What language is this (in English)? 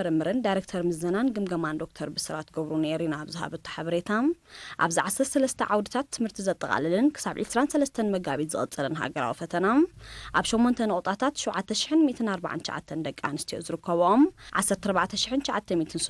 Tigrinya